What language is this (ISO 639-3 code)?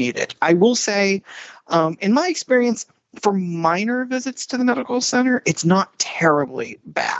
eng